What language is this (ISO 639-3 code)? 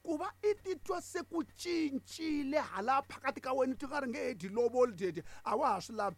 tso